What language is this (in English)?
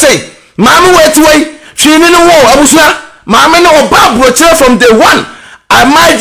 Akan